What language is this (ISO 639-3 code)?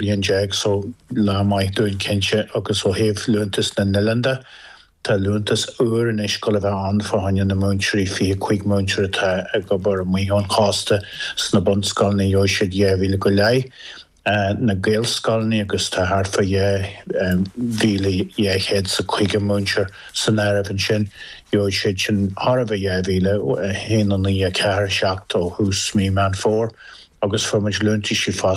gle